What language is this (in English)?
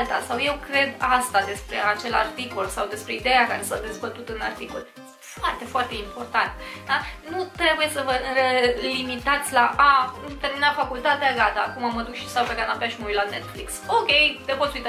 Romanian